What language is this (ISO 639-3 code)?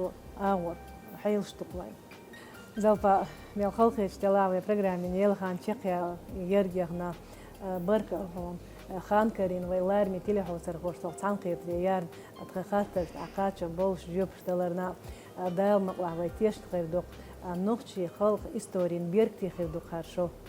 che